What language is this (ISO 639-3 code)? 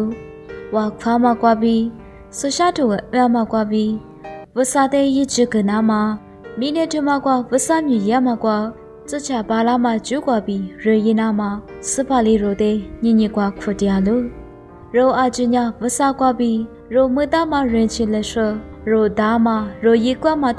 lis